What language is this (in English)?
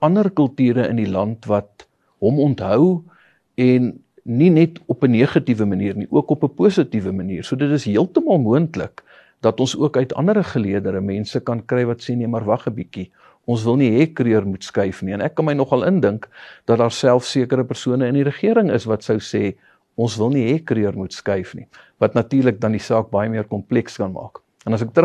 Afrikaans